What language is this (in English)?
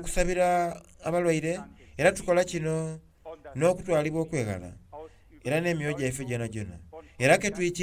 Soga